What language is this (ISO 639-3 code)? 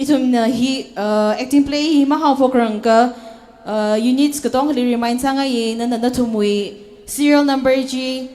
nmf